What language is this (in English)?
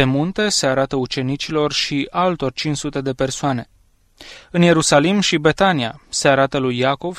Romanian